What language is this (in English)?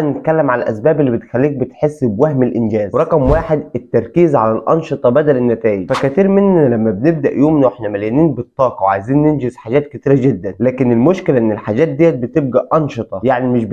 Egyptian Arabic